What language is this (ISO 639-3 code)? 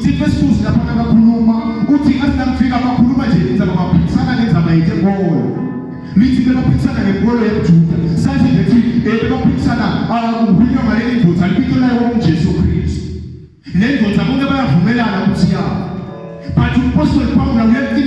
ssw